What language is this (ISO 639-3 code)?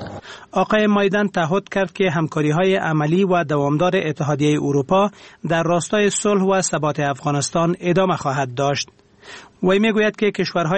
fas